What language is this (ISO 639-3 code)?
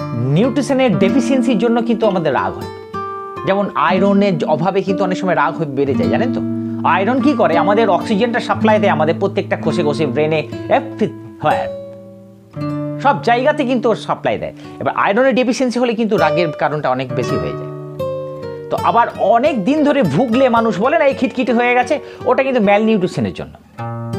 ben